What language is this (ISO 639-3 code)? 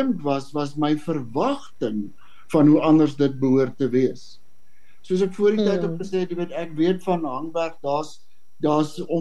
afr